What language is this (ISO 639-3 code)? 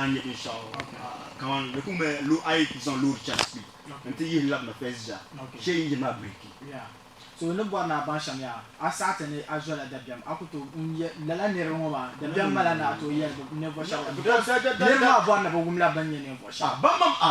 dag